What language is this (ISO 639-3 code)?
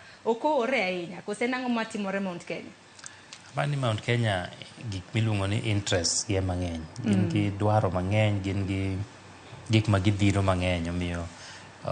luo